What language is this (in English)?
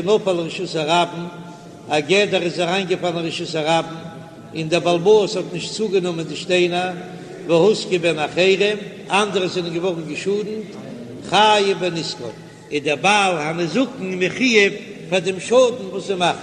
Yiddish